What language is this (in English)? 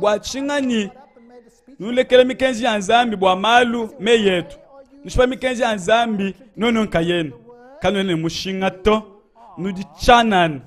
Luba-Lulua